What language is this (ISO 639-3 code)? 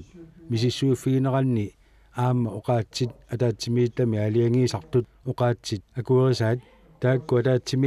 kal